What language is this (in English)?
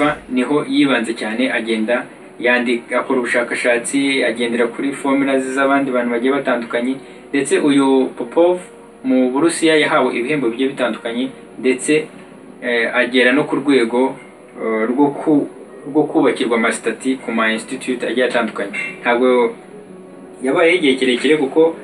Kinyarwanda